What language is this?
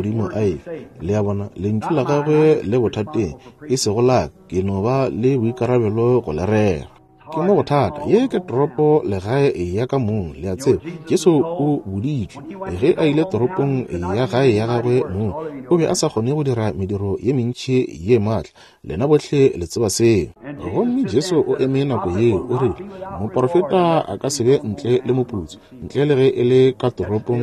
Northern Sotho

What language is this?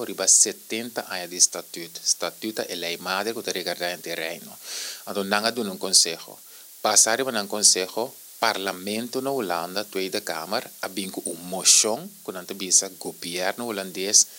Papiamento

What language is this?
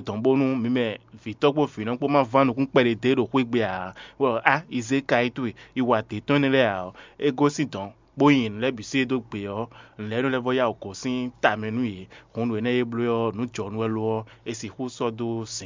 Fon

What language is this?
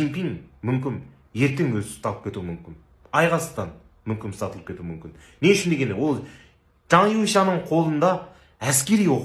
Kazakh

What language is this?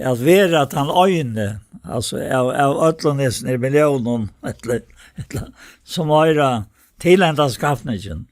Faroese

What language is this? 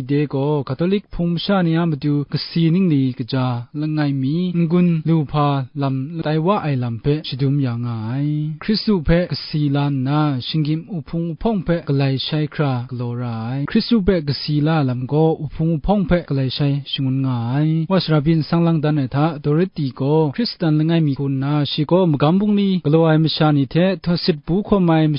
Kachin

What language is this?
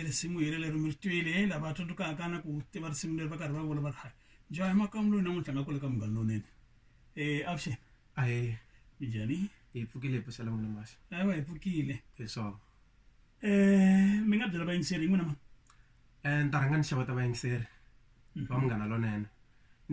Tsonga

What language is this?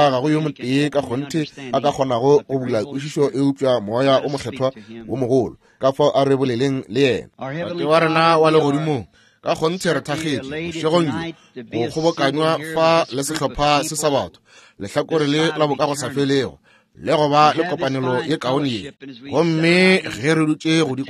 Northern Sotho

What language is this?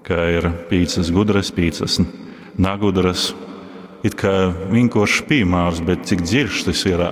Latgalian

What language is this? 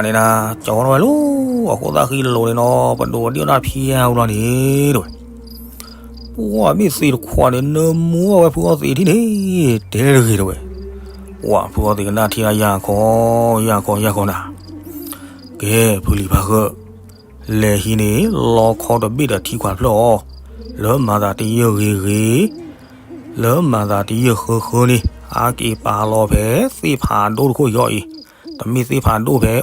S'gaw Karen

